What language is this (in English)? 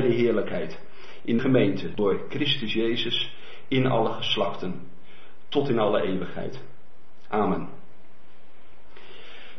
Dutch